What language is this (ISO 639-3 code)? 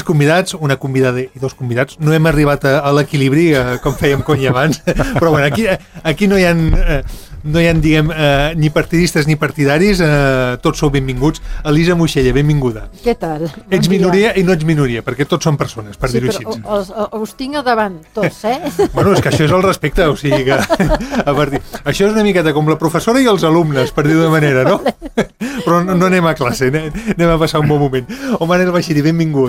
cat